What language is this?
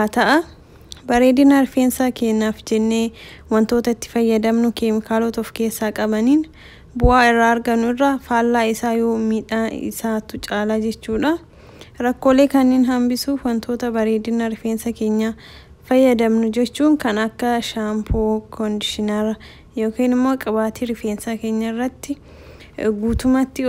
Oromo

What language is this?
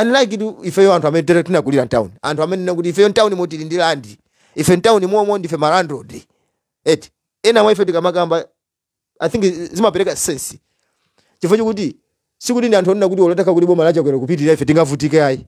Nyanja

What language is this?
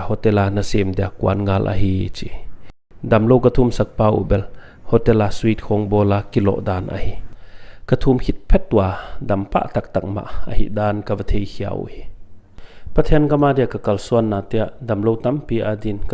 Paite Chin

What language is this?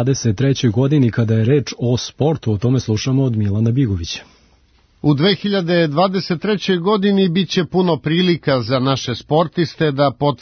Serbian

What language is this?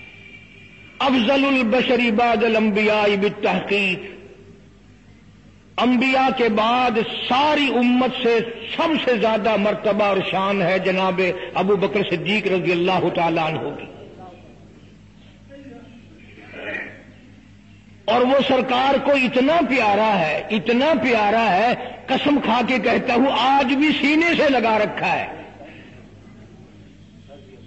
Urdu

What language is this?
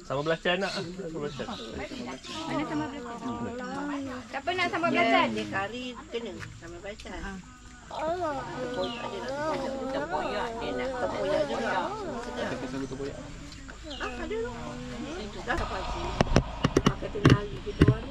Malay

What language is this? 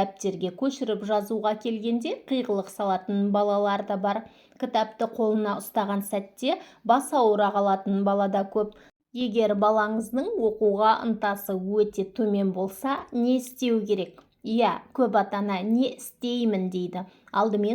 Kazakh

